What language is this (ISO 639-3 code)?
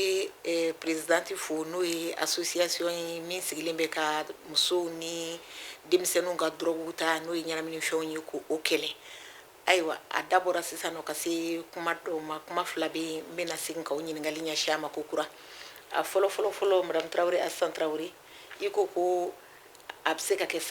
bam